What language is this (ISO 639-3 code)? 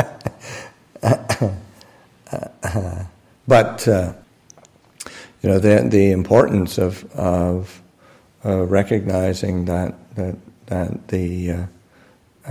eng